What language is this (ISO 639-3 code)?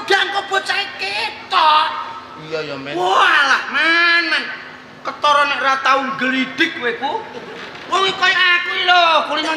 jav